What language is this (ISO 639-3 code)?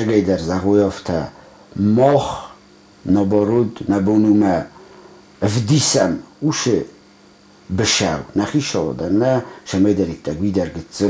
oss